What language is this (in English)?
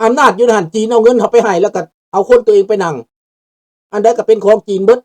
Lao